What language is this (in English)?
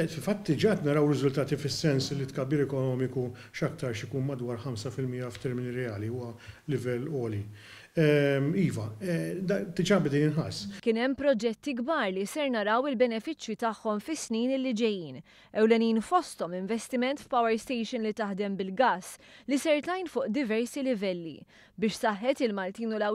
Maltese